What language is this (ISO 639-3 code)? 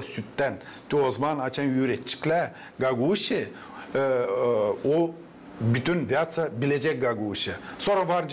gag